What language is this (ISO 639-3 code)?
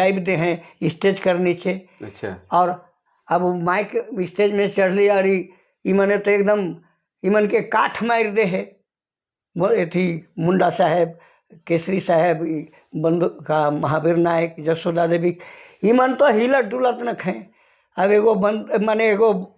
sck